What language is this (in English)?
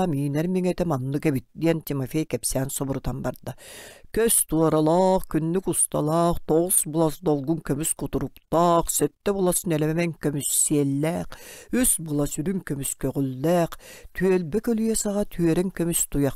Yakut